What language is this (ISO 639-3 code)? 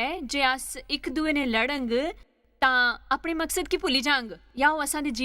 doi